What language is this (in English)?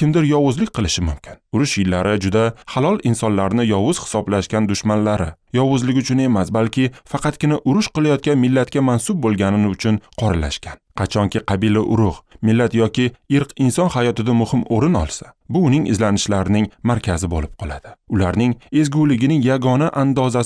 Uzbek